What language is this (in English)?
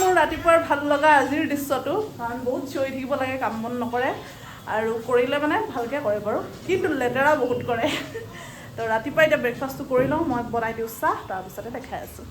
Assamese